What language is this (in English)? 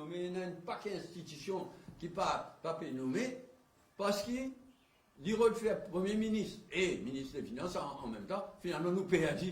Morisyen